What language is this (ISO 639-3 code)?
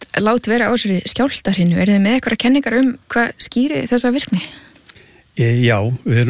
isl